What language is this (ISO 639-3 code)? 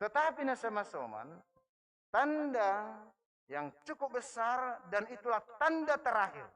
bts